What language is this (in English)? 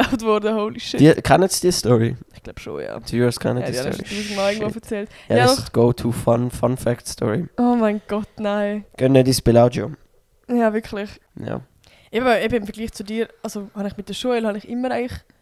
Swiss German